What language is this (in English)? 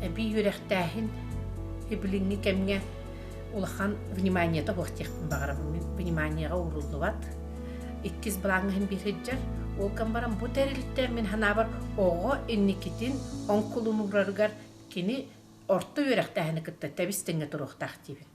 Yakut